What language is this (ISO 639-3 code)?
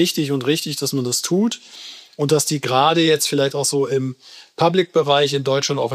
deu